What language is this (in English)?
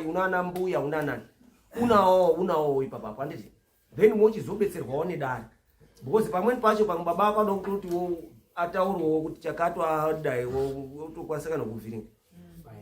Shona